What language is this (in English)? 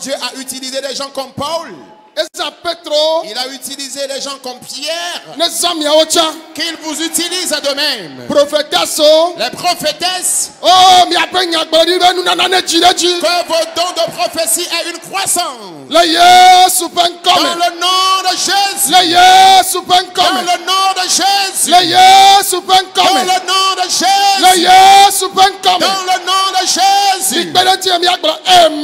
French